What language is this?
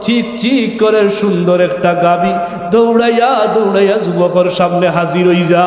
Sylheti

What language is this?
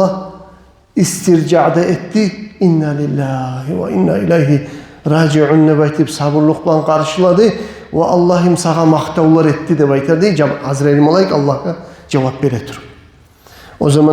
Kumyk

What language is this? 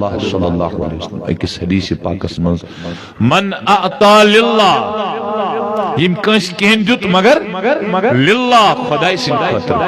Kashmiri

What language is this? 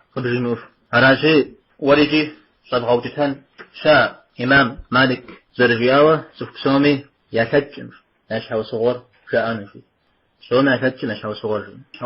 Kabardian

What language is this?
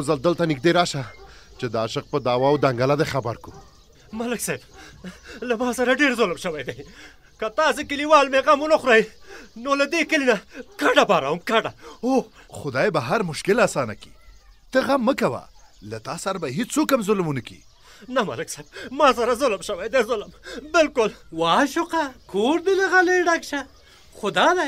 Pashto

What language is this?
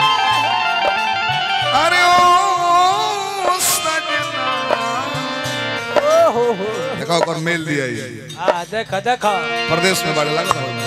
Bhojpuri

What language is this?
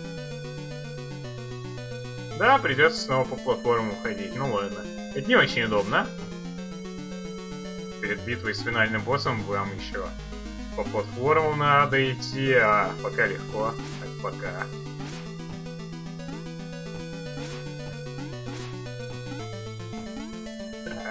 Russian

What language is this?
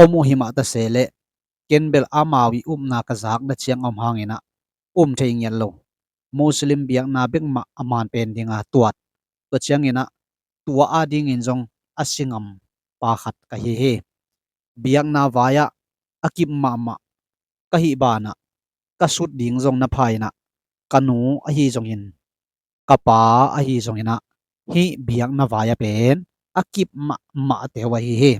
Tedim Chin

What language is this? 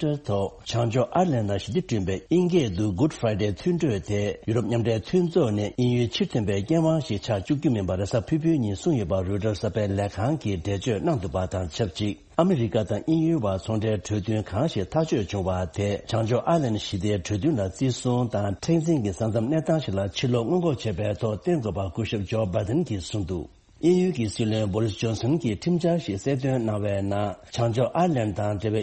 Tibetan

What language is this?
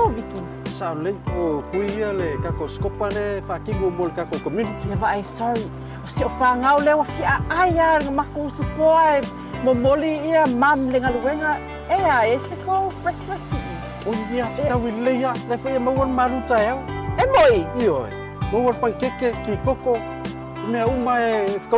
Samoan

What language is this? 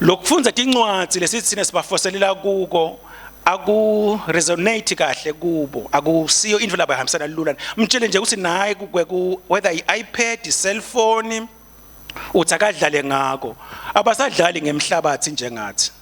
Swati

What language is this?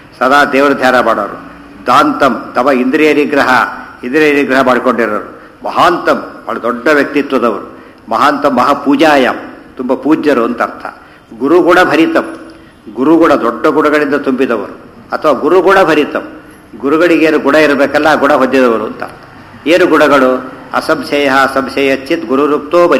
Kannada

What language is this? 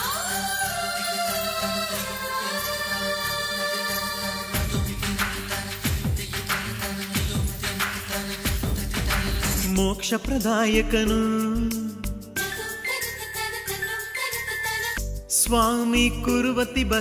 Kannada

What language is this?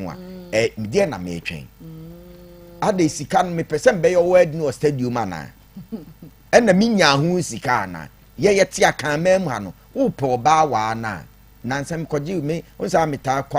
Akan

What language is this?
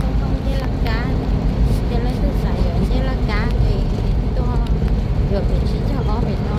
Hmong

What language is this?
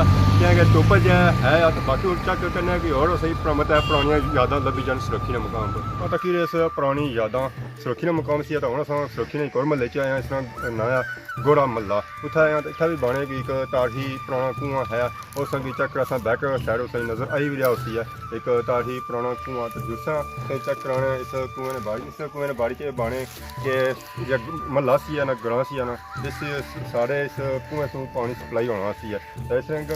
Pahari-Potwari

